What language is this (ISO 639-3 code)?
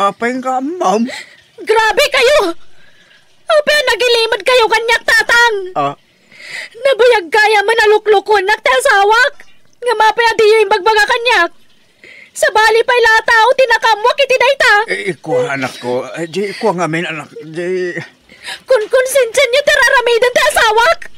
ilo